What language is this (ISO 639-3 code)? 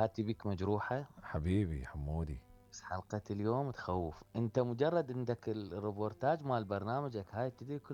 acm